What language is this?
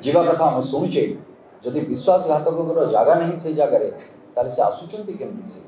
Odia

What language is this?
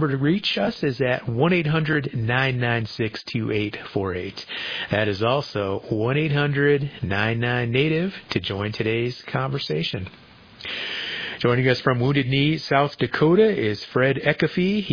English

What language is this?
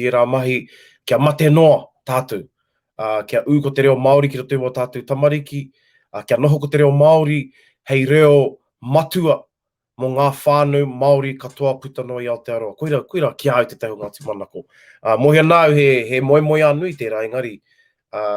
Māori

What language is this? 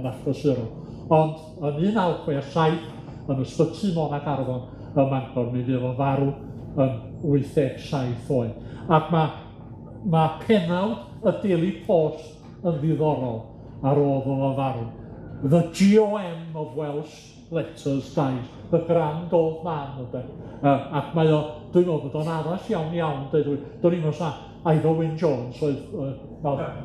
Welsh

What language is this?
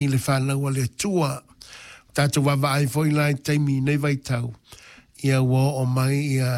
Samoan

